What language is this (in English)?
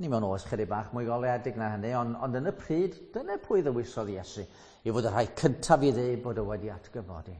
Welsh